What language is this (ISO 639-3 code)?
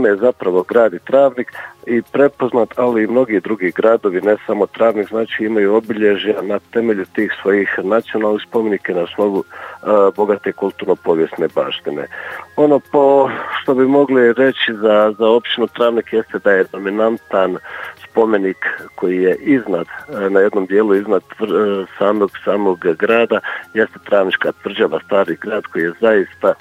bos